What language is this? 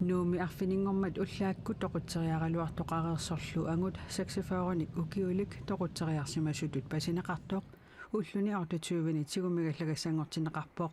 Kalaallisut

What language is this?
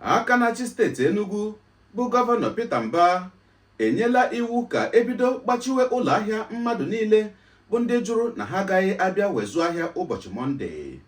Igbo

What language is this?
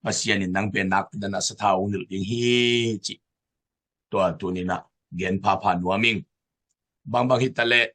Tedim Chin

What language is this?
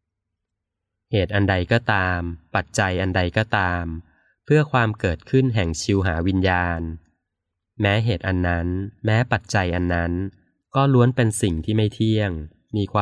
Thai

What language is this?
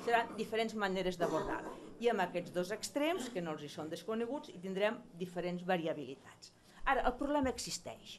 Catalan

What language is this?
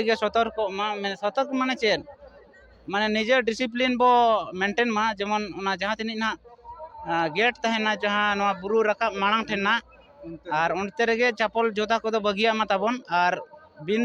Santali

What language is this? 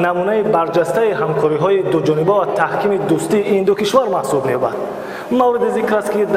Tajik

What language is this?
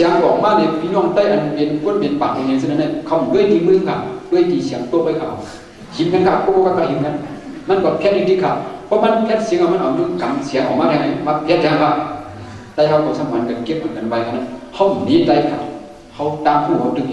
Shan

